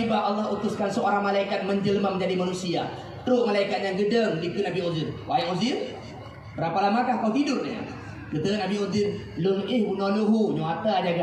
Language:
Achinese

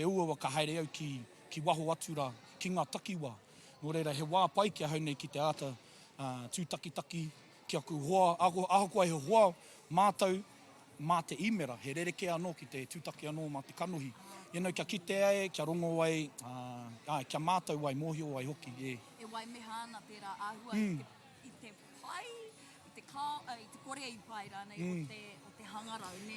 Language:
Māori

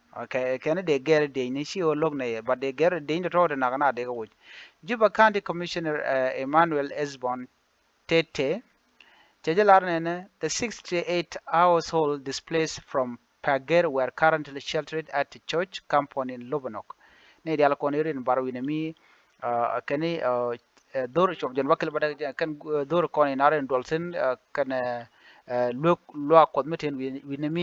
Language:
Nuer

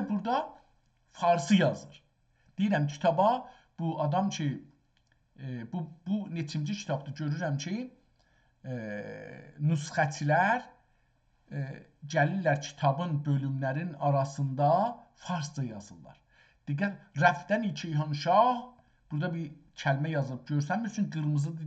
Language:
South Azerbaijani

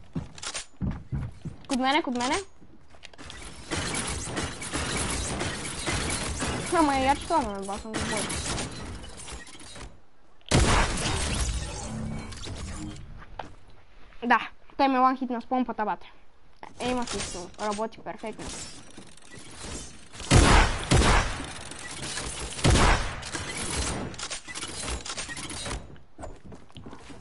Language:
Bulgarian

